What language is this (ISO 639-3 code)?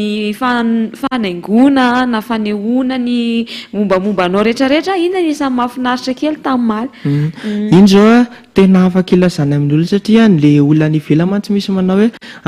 mlg